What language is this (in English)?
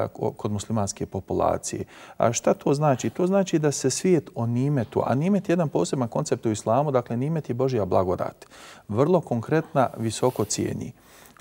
Bosnian